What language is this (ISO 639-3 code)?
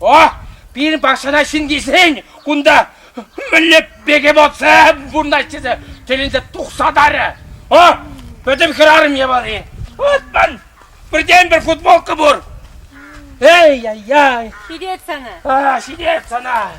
chv